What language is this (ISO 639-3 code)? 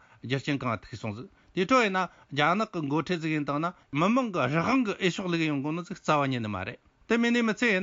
bod